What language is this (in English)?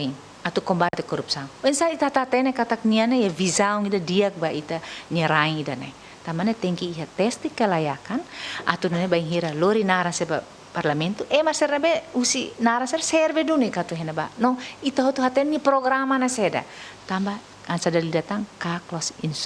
Tetum